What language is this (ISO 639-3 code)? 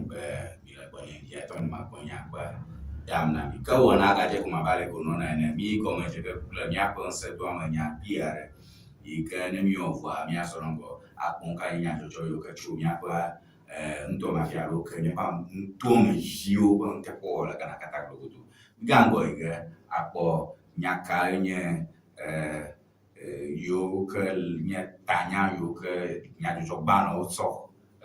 ewe